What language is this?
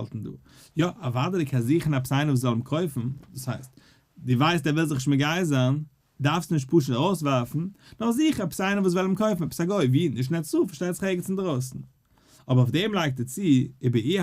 Yiddish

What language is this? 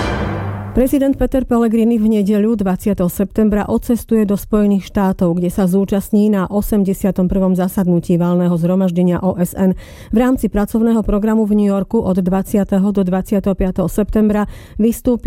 Slovak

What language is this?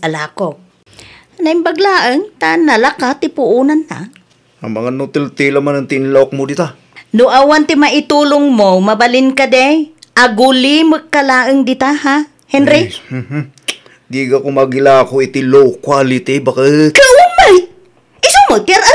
Iloko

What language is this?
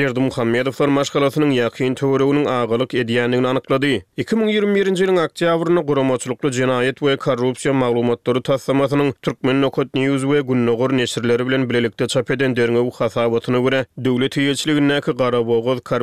Turkmen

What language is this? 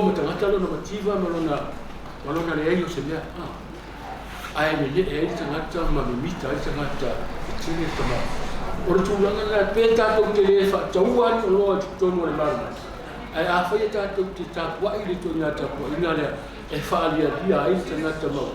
Samoan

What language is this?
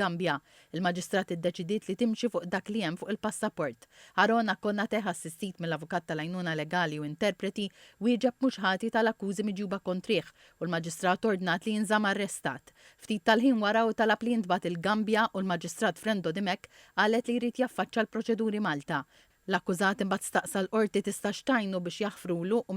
Maltese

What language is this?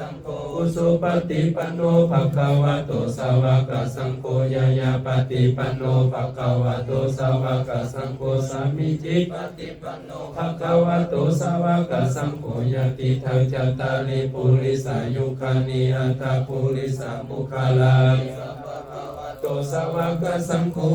Pali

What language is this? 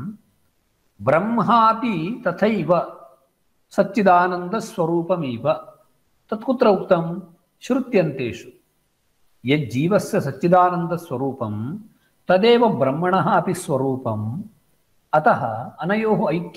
Sanskrit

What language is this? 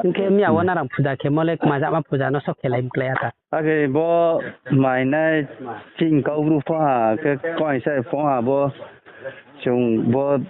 Riang (India)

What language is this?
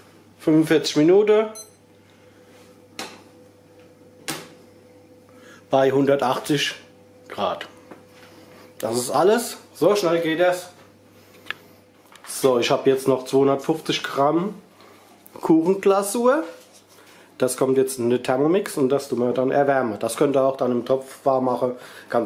German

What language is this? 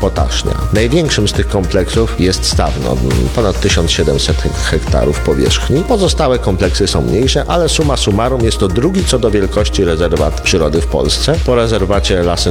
Polish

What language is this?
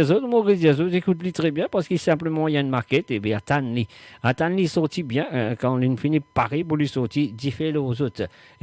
Morisyen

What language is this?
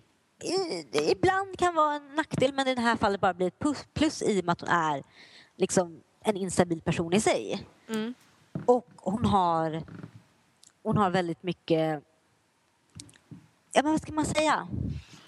Swedish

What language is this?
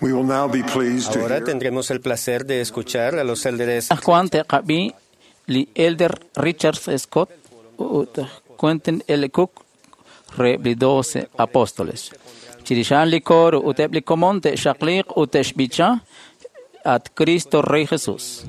Kekchí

